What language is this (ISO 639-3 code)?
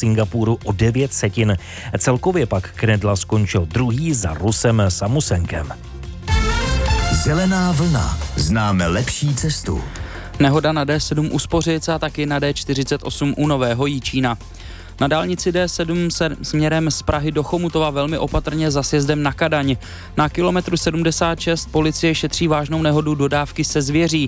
ces